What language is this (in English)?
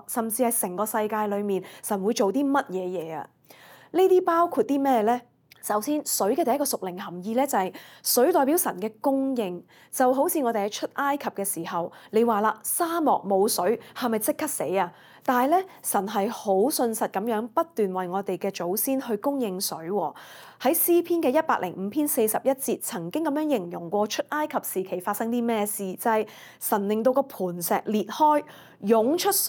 Cantonese